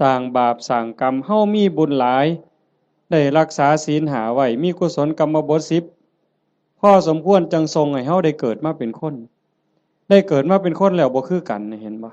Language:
Northeastern Thai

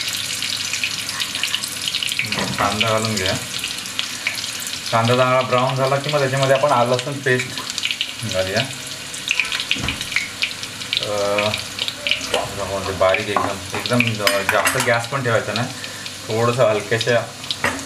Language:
Marathi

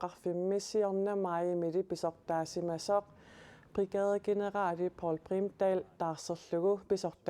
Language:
Kalaallisut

